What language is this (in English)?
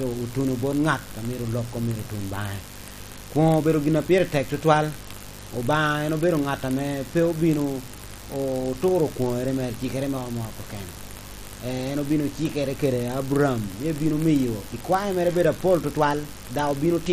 Lango (Uganda)